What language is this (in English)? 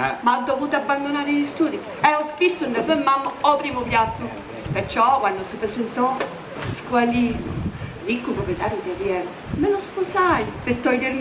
Sicilian